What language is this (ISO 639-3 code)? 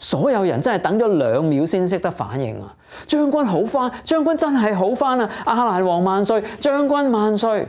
yue